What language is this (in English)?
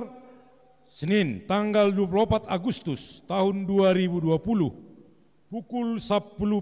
Batak Simalungun